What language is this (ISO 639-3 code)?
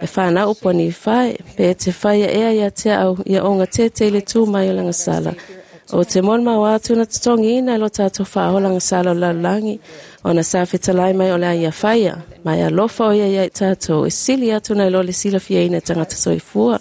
smo